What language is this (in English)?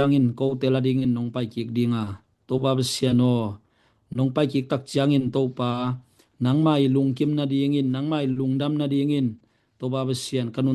Tedim Chin